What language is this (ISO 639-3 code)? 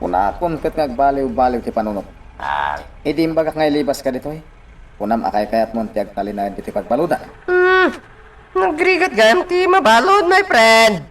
ilo